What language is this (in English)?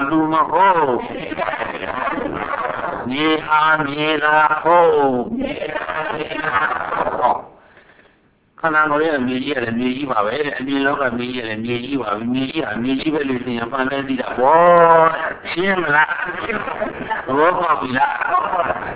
Burmese